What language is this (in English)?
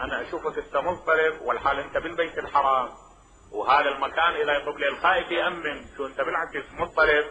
Mesopotamian Arabic